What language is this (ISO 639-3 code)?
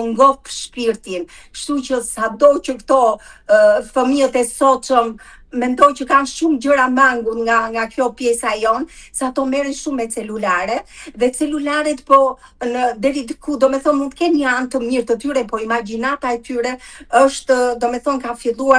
sqi